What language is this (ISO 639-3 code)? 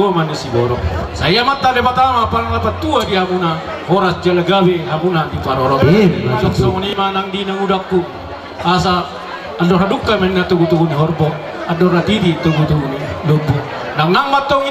bbc